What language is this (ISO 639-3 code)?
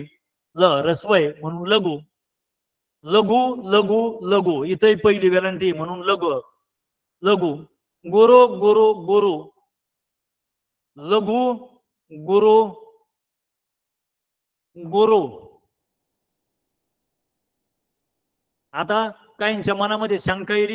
mar